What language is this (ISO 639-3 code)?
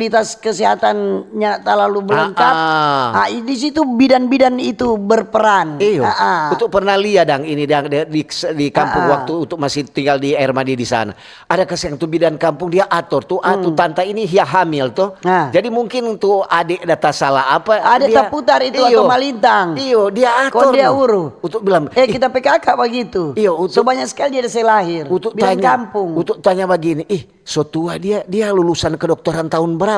xmm